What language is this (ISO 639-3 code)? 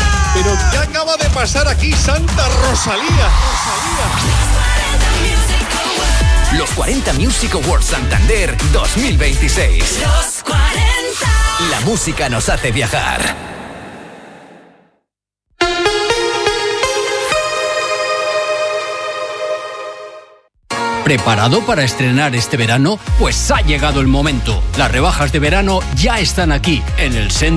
spa